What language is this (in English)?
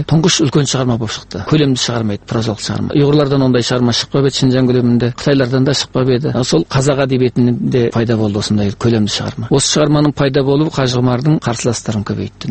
Kazakh